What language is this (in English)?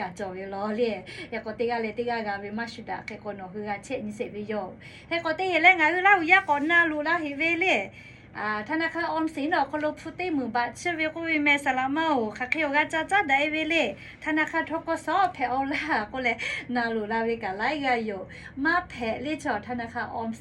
Lahu